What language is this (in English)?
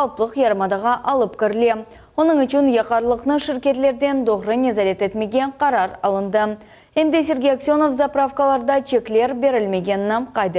Crimean Tatar